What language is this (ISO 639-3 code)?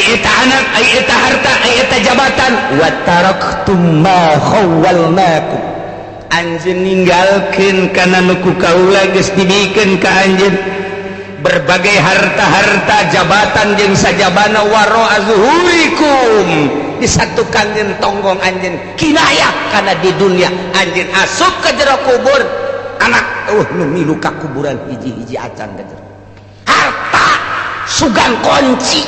sun